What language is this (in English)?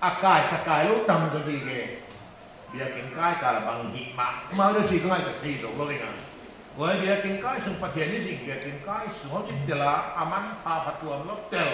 Paite Chin